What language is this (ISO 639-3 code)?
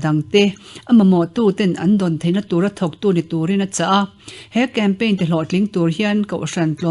lus